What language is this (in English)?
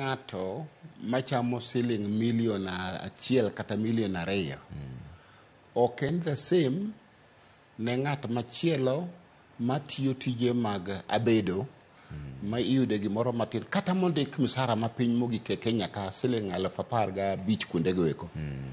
Luo (Kenya and Tanzania)